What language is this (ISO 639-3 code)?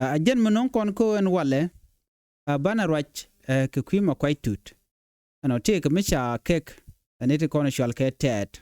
nus